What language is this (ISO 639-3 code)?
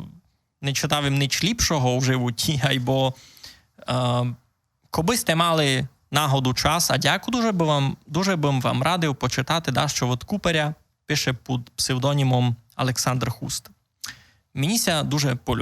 rue